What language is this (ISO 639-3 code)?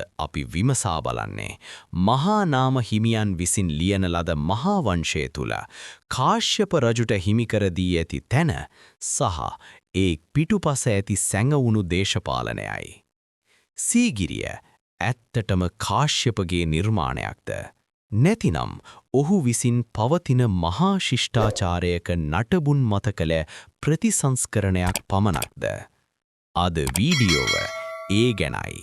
sin